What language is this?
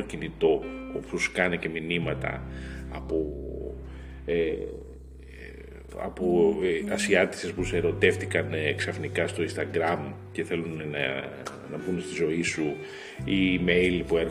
Greek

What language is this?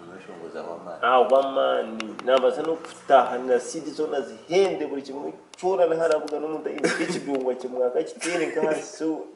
Nyankole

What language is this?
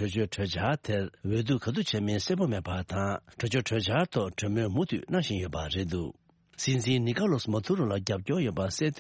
Tibetan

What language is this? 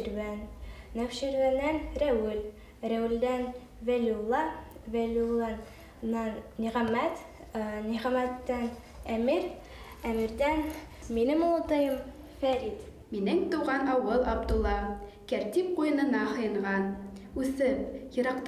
Bashkir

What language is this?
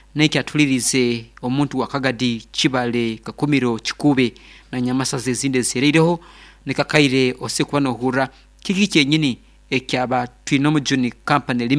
Nyankole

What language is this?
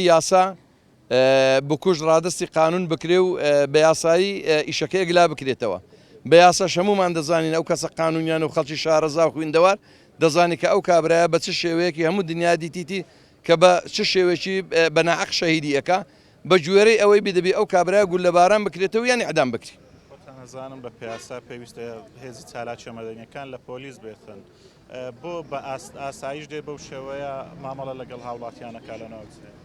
Central Kurdish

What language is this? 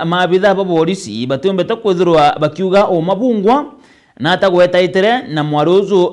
Meru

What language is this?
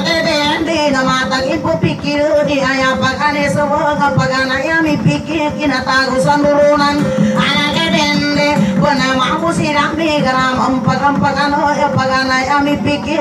Indonesian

